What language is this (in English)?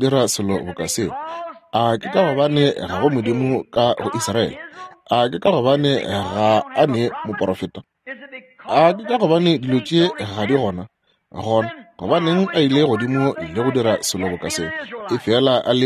Northern Sotho